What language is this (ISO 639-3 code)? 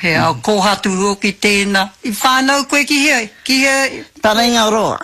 mri